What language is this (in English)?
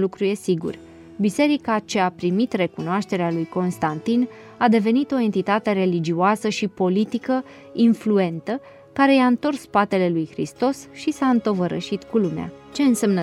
Romanian